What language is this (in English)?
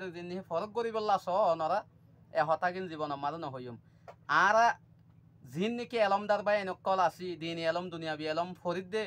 Rohingya